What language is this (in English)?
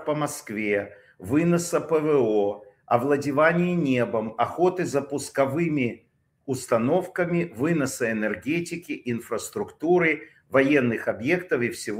Russian